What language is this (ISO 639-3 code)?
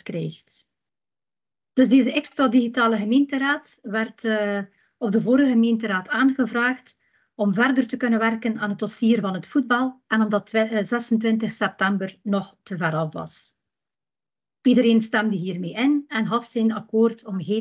nld